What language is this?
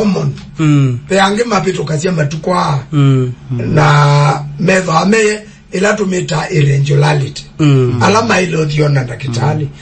Kamba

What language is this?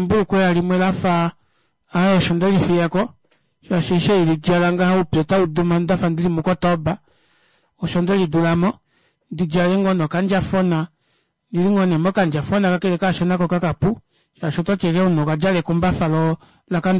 Kuanyama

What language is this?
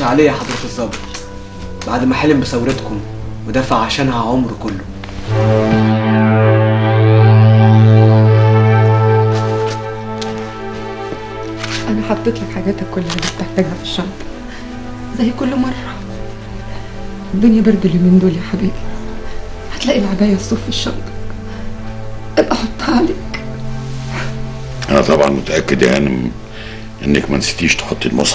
Egyptian Arabic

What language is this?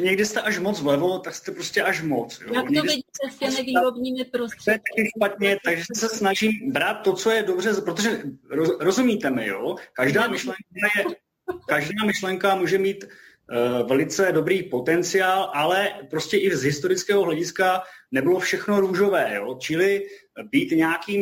Czech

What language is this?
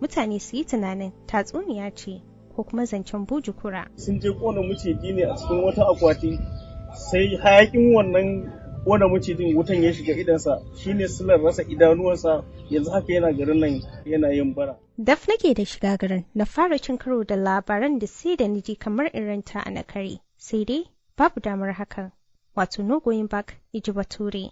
Hausa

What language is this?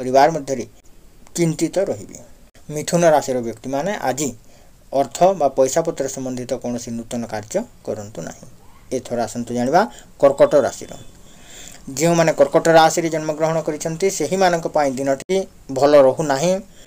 Odia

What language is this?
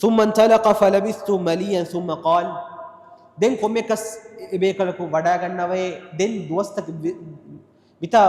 Divehi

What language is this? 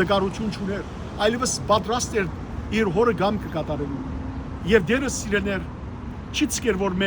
Western Armenian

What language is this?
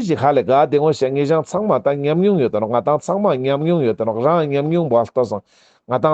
Ladakhi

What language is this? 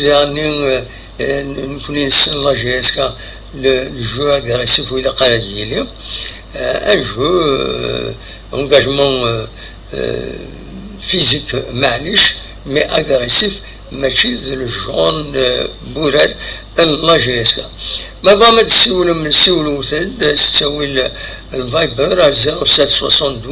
Kabyle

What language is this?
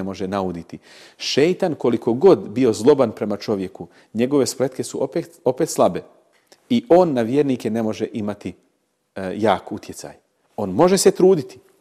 Bosnian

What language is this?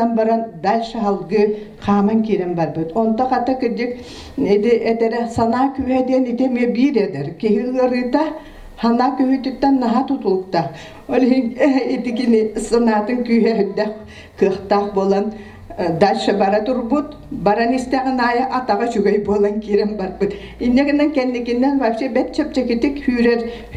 Yakut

